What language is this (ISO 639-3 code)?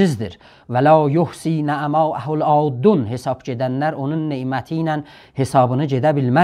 azb